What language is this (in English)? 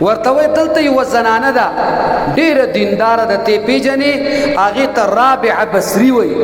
Pashto